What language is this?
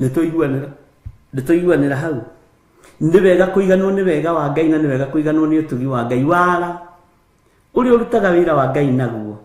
Kikuyu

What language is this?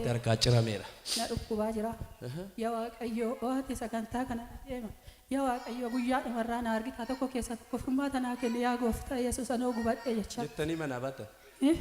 Oromo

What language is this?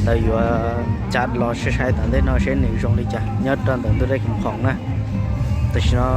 Hmong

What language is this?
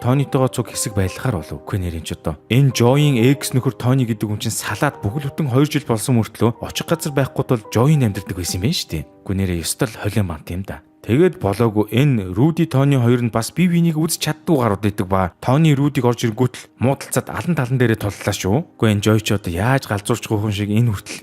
Mongolian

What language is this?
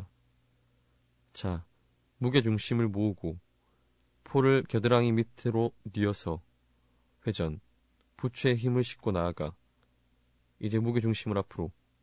Korean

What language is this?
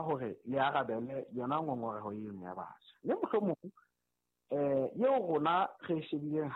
Southern Sotho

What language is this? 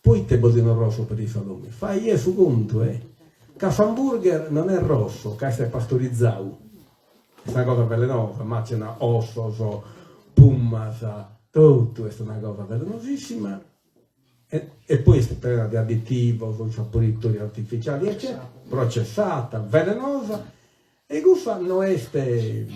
Sardinian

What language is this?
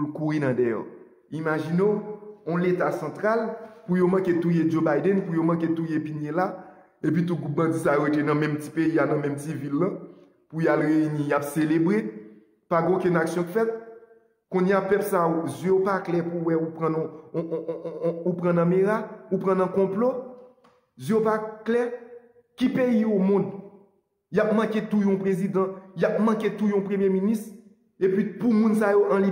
Haitian Creole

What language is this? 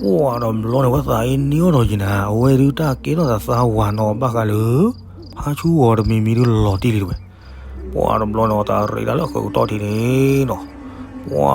S'gaw Karen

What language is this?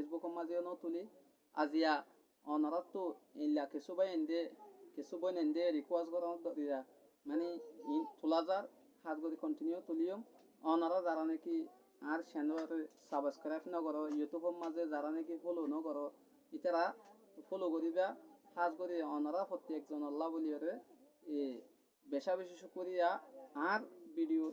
Rohingya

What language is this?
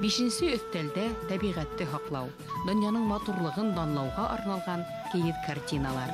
Bashkir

